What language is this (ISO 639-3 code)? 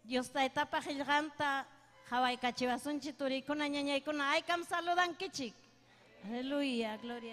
quy